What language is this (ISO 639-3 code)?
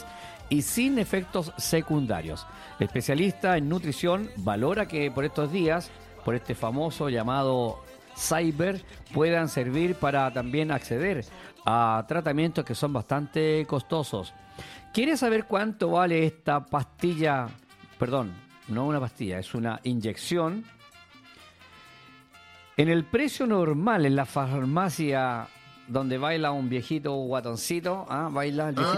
spa